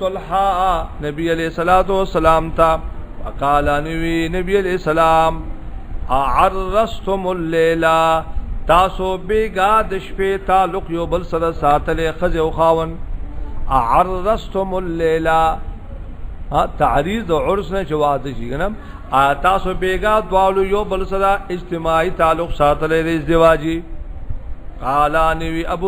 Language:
Pashto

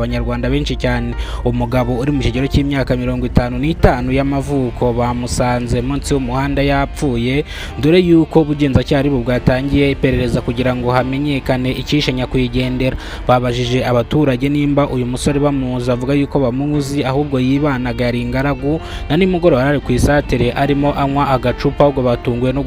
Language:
Kinyarwanda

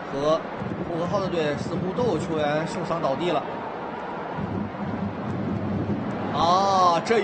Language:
Chinese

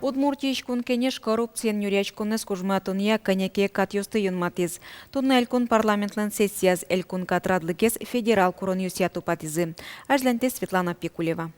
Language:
Udmurt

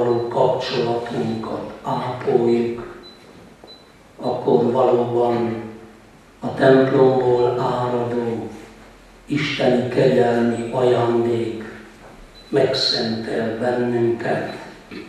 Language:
Hungarian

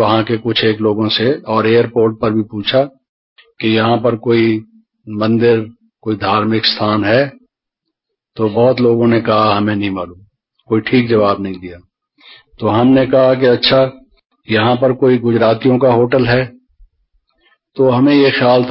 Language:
Hindi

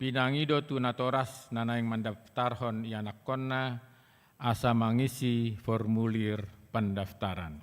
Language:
Batak Toba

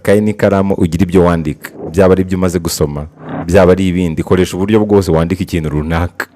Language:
Kinyarwanda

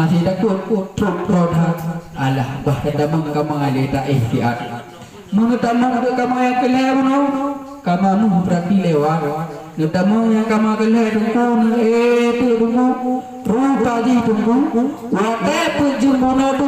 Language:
Achinese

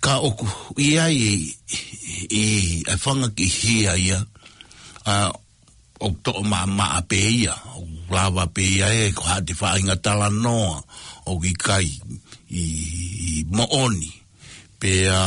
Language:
Tongan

